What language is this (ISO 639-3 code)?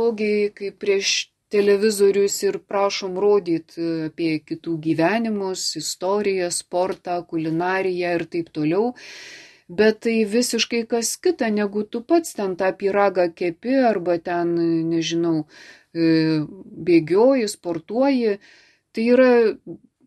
lit